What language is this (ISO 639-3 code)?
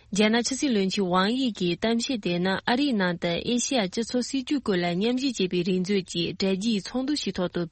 bod